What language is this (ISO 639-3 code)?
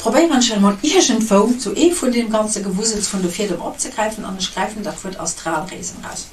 ltz